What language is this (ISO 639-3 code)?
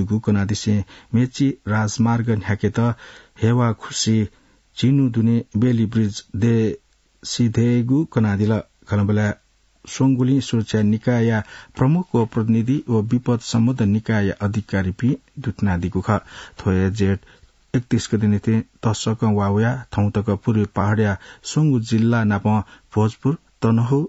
new